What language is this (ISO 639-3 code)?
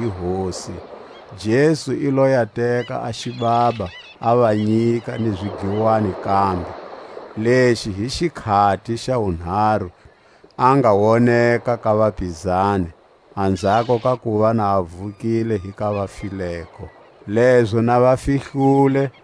tsc